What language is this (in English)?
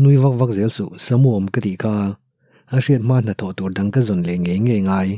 Mizo